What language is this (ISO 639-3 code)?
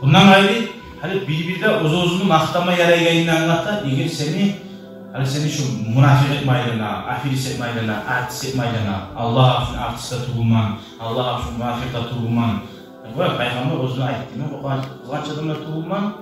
kum